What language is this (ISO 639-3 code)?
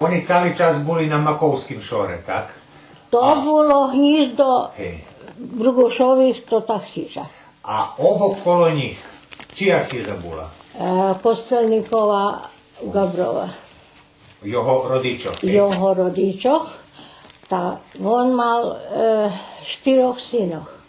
rue